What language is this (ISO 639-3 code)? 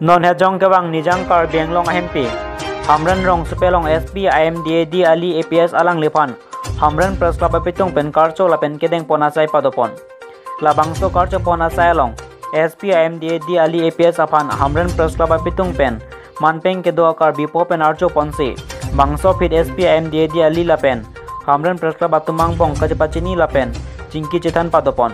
mjw